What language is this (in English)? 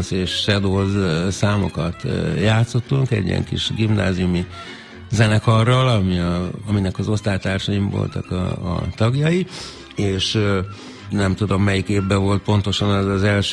Hungarian